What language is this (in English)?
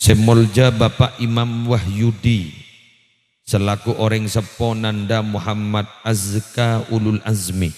Madurese